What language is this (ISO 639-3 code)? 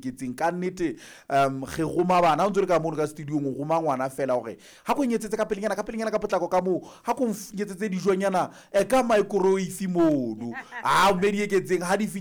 sot